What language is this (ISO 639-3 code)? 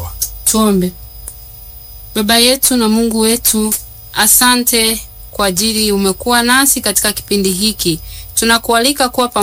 swa